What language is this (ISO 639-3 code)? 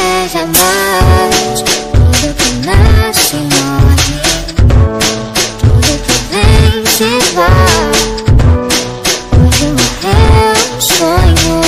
por